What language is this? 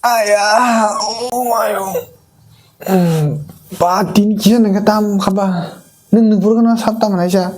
Kok Borok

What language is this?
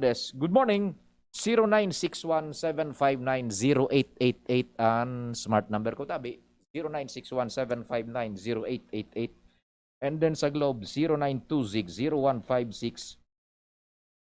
Bikol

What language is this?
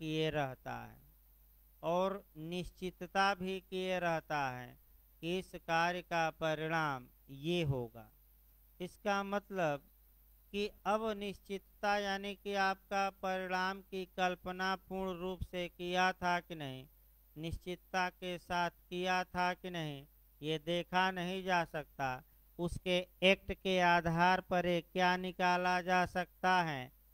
Hindi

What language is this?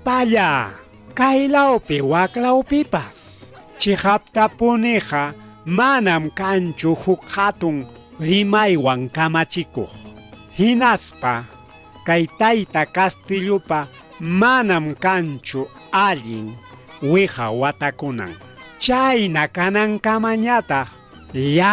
Ayacucho Quechua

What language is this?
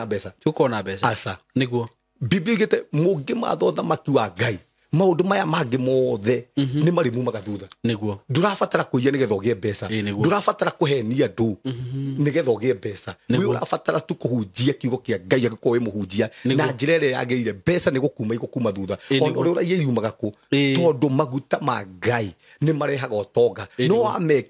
Kikuyu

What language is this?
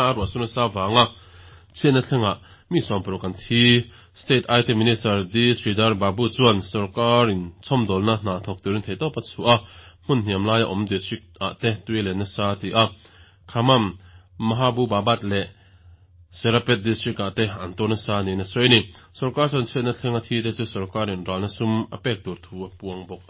Mizo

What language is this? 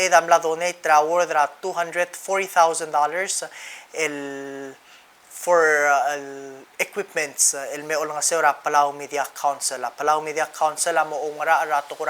Palauan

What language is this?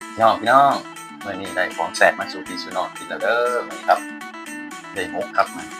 Northeastern Thai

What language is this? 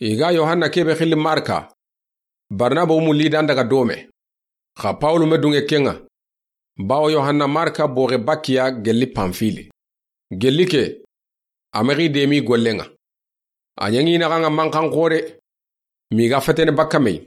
Soninke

